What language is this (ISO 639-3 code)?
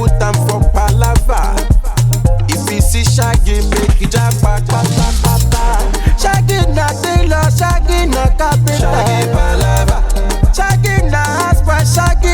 pcm